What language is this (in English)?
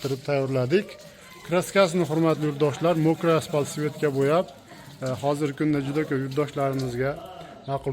Uzbek